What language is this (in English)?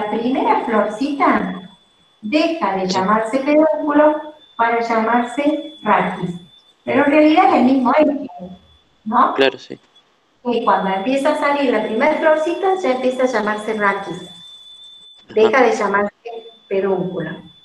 Spanish